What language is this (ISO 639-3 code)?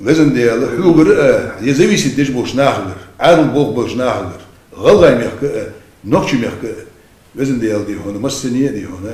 inh